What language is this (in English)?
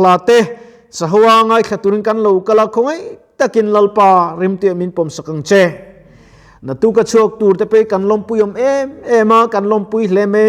Mizo